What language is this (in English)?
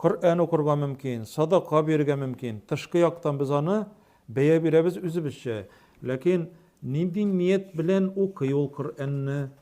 Tatar